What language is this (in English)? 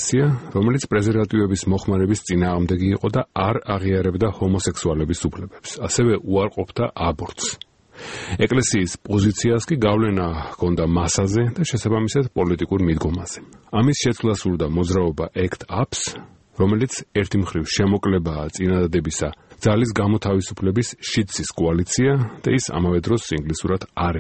Georgian